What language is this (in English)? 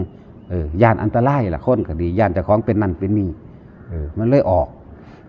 Northeastern Thai